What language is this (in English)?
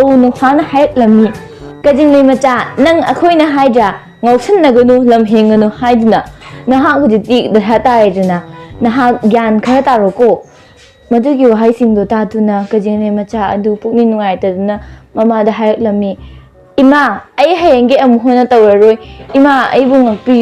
Manipuri